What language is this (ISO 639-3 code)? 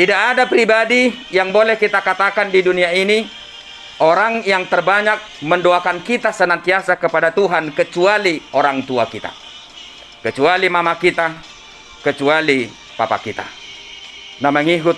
bbc